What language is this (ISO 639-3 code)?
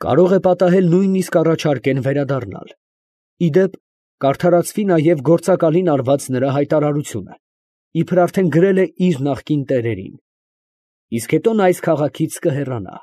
hye